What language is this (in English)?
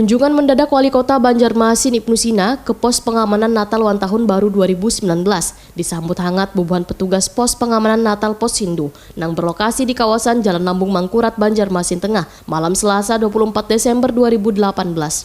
Banjar